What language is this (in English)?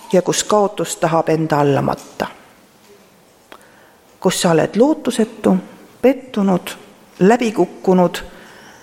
Estonian